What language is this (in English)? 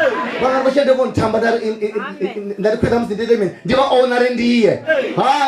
Venda